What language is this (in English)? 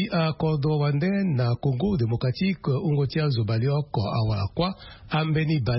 Sango